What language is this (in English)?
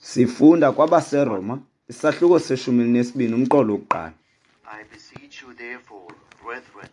Xhosa